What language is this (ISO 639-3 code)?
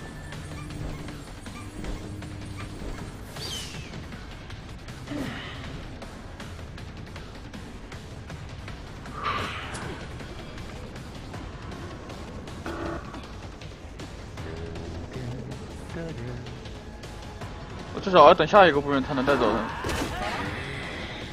zho